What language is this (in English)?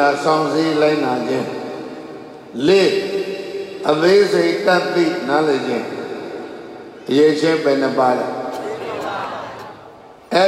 Burmese